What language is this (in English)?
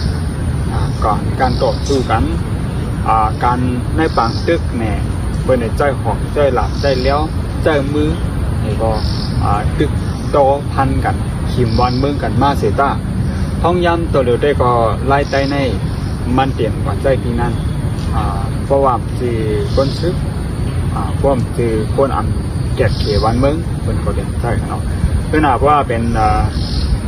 Shan